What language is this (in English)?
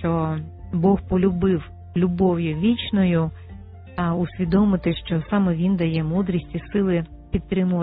Ukrainian